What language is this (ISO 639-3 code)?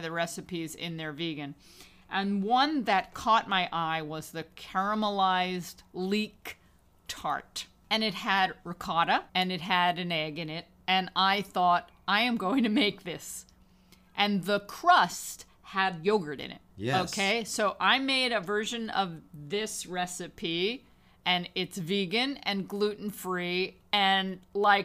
eng